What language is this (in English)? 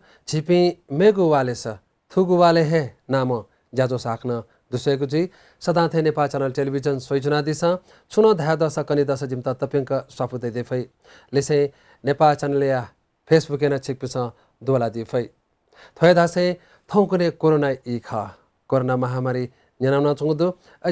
Newari